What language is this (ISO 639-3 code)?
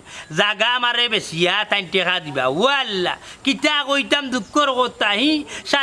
syl